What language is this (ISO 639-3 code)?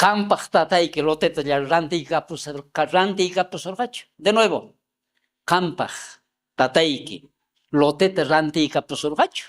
quh